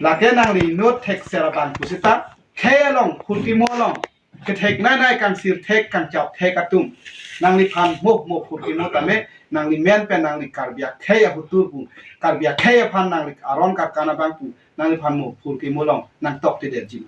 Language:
Karbi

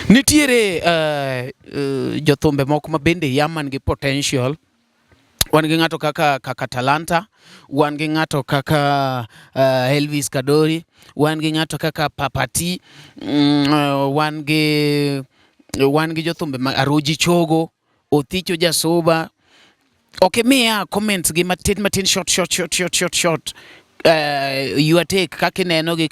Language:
Luo (Kenya and Tanzania)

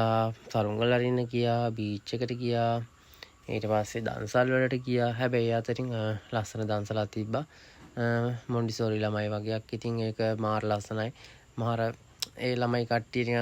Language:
Sinhala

